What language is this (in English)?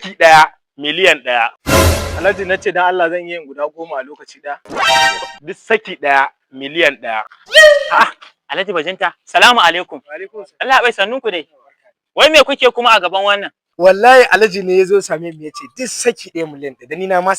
Hausa